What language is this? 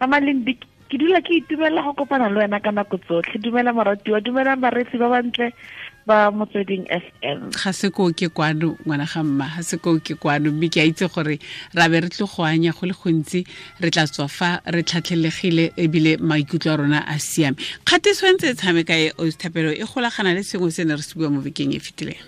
Tswana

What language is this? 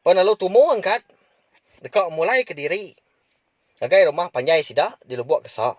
Iban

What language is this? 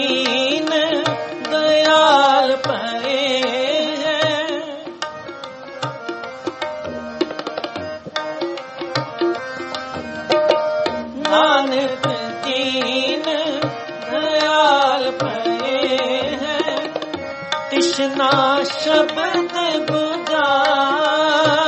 Punjabi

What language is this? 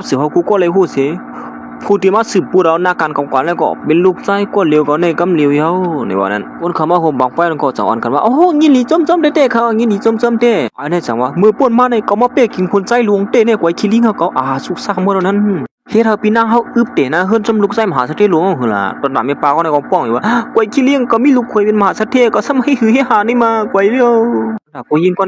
Shan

